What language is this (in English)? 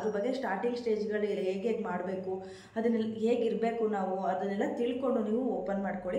Kannada